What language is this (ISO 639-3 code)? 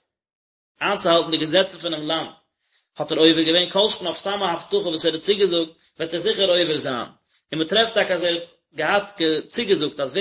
yid